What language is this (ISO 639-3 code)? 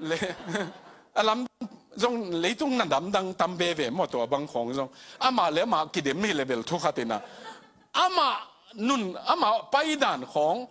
ctd